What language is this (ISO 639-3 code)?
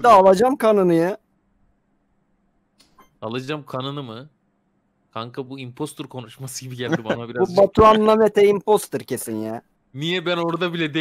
tur